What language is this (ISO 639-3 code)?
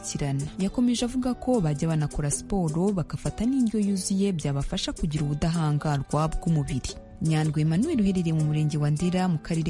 kin